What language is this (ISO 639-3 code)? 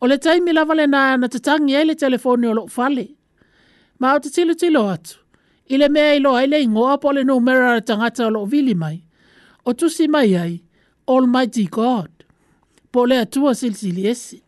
smo